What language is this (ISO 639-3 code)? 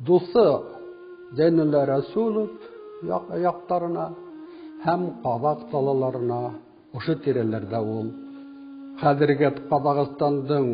bak